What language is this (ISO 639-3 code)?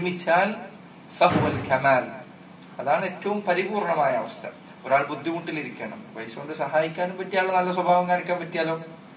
mal